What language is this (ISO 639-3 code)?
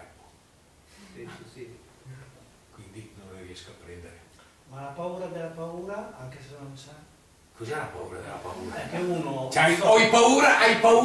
ita